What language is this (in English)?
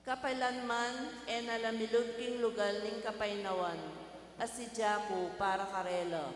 Pampanga